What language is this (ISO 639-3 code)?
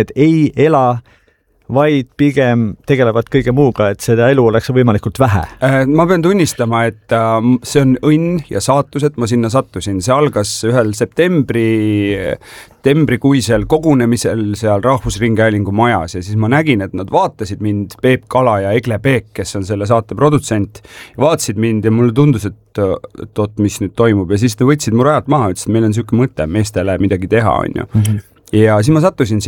est